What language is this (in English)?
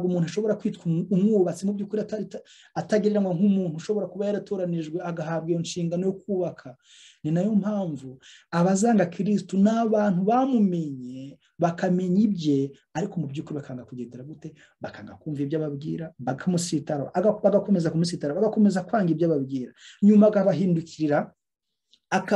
Kinyarwanda